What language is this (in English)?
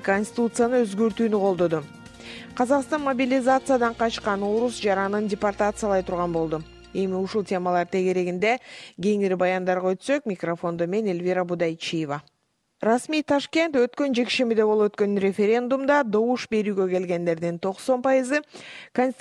Kyrgyz